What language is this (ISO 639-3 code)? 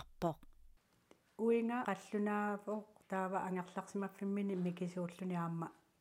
kal